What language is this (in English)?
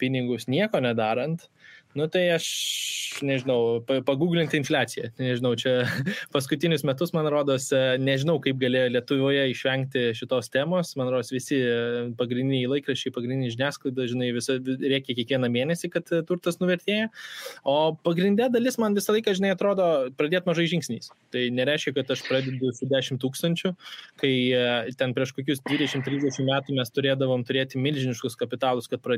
Lithuanian